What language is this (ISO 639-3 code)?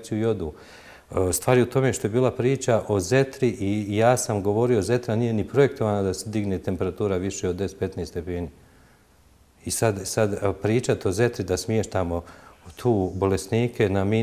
bos